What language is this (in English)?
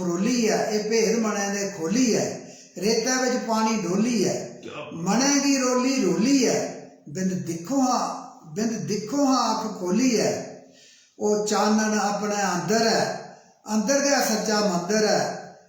Dogri